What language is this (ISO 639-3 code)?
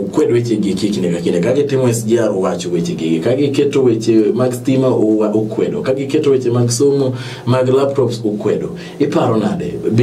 luo